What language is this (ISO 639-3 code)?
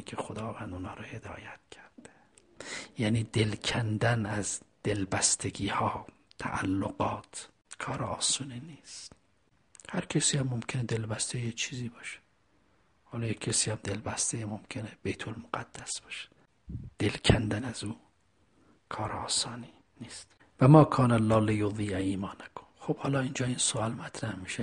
fas